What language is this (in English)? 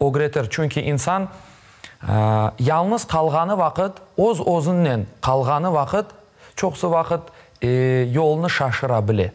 Crimean Tatar